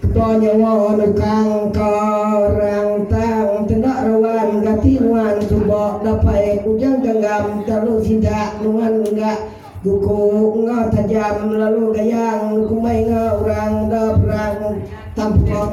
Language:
Iban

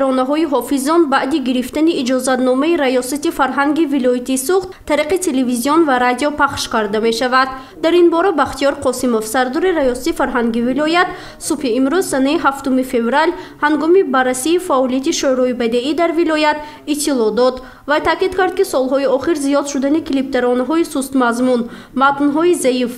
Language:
Tajik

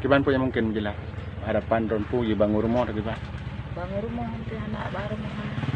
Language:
Achinese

